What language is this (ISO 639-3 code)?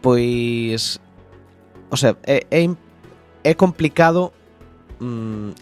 glg